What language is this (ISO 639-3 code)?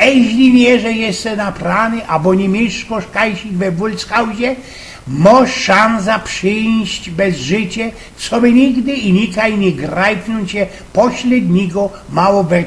szl